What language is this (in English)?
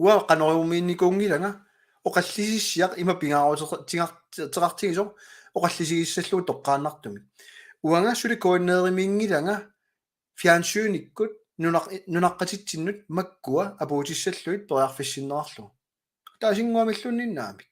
Kalaallisut